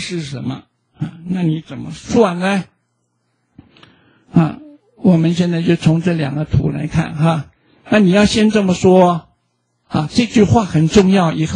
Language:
Chinese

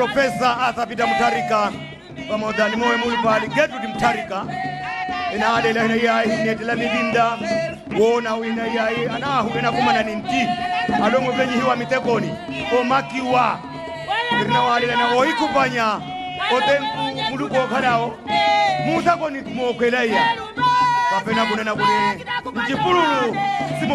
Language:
Nyanja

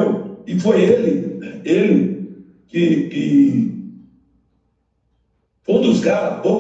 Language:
Portuguese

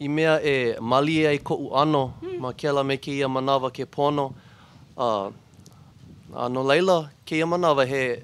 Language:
Hawaiian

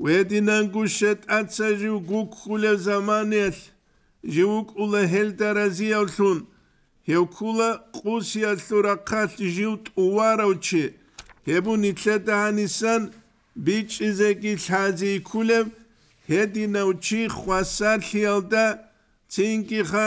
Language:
Avaric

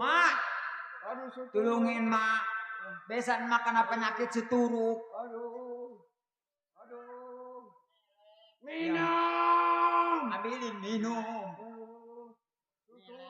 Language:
Betawi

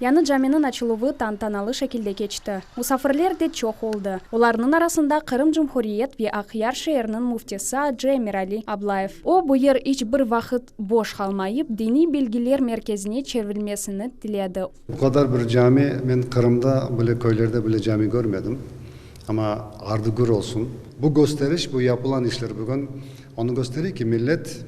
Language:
Crimean Tatar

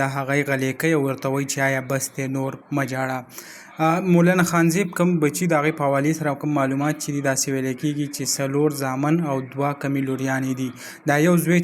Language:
Pashto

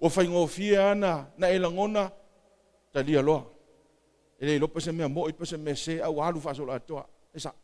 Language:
Samoan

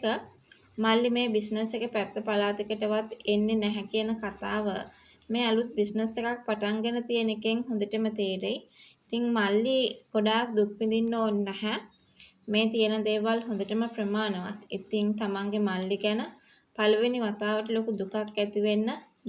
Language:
Sinhala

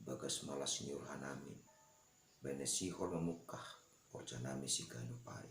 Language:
Batak Simalungun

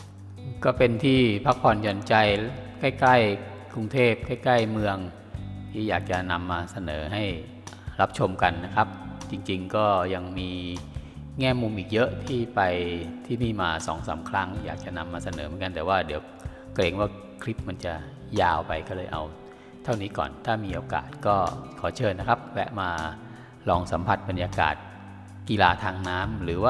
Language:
Thai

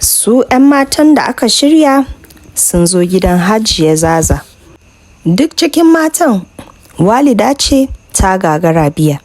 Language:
Hausa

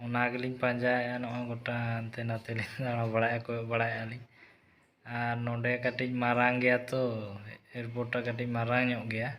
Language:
Santali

